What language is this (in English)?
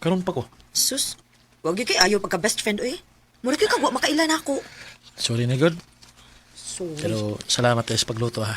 Cebuano